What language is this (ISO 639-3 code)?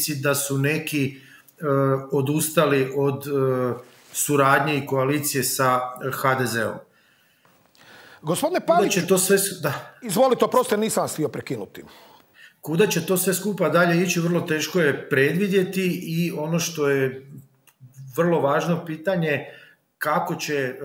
hrv